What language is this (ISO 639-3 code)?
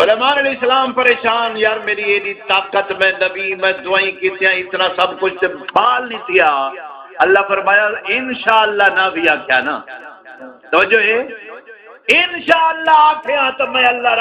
skr